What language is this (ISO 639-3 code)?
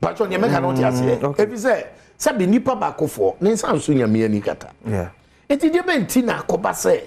aka